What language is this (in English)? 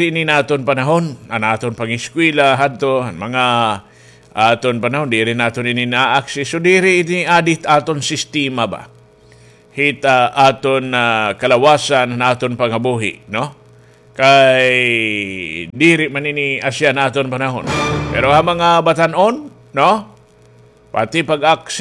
Waray